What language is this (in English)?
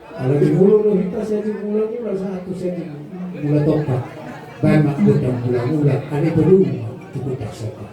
Batak Toba